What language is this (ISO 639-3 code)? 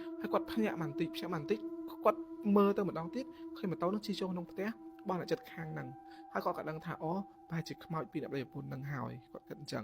khm